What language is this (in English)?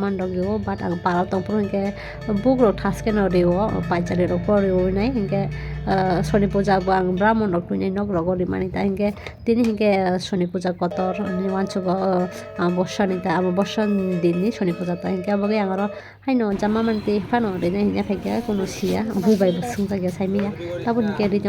Kok Borok